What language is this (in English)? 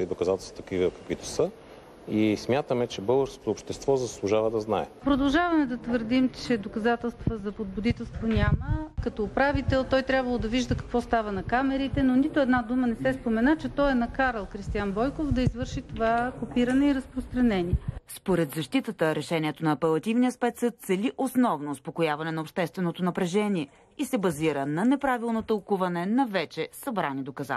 Bulgarian